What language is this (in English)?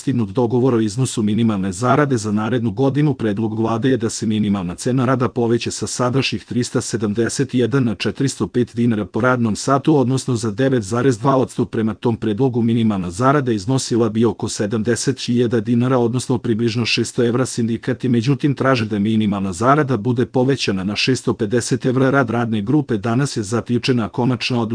Serbian